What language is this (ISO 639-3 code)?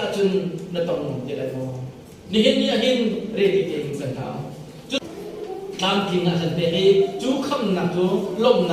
cnh